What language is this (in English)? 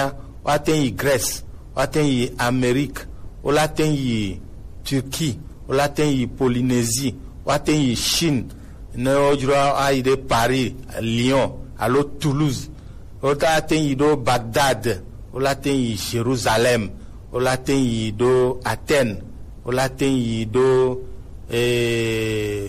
Gen